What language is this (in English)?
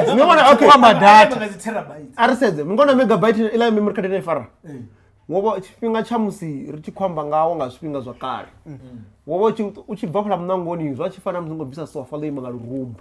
Venda